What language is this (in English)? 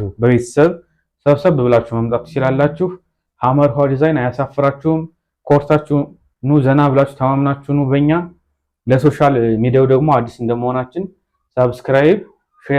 Amharic